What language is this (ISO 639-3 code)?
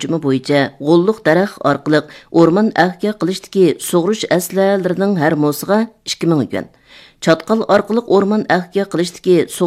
uig